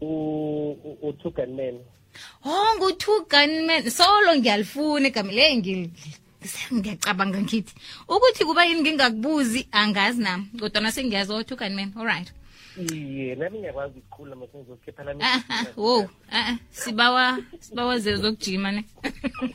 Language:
South Ndebele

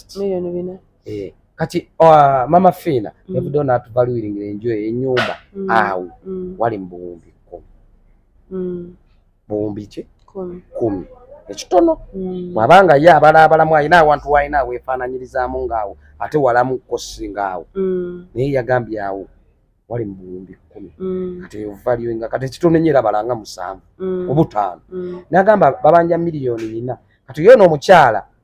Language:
Ganda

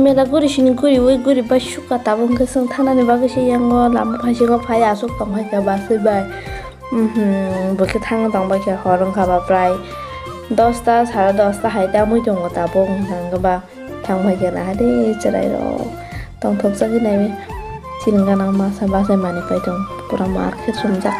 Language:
Kok Borok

